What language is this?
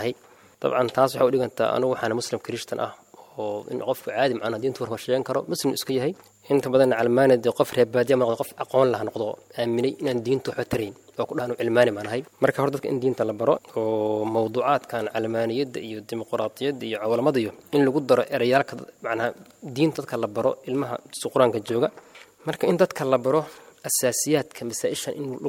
Somali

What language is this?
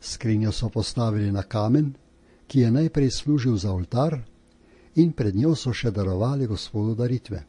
Slovenian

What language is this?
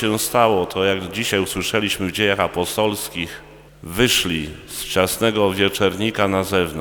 Polish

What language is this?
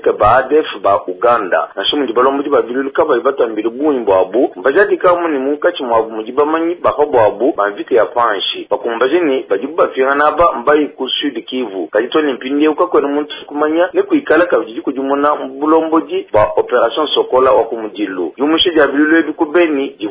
Luba-Lulua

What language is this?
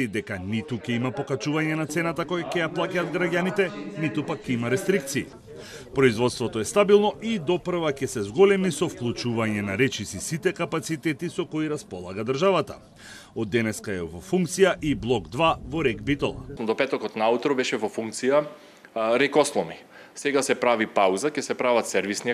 Macedonian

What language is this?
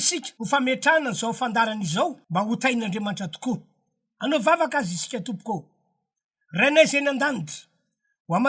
Malagasy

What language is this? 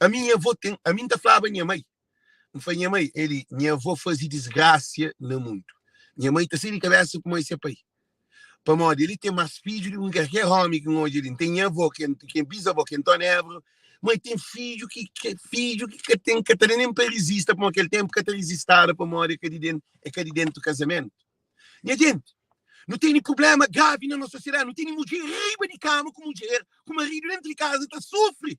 Kabuverdianu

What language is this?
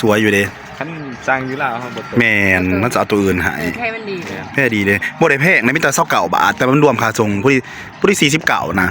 Northeastern Thai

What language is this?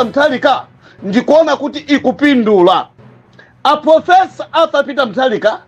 Nyanja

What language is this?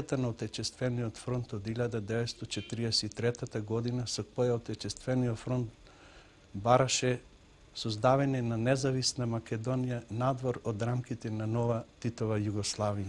Macedonian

